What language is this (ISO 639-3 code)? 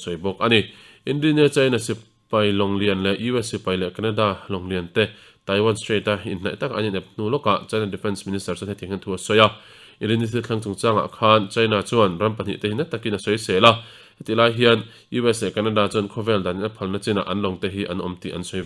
lus